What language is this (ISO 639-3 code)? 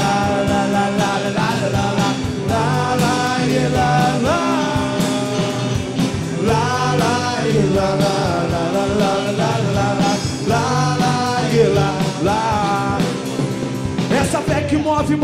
por